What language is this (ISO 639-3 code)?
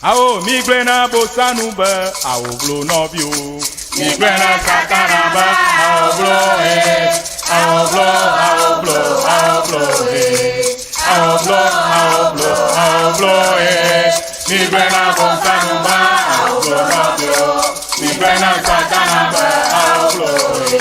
ewe